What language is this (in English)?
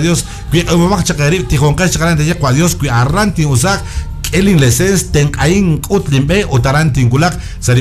Kekchí